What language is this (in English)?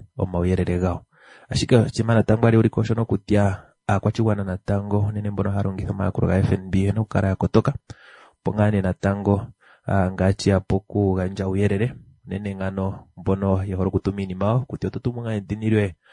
Kuanyama